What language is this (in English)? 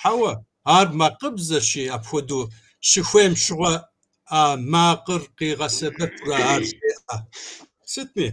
Kabardian